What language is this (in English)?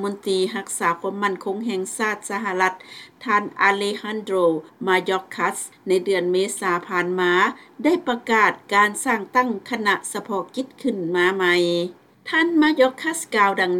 Lao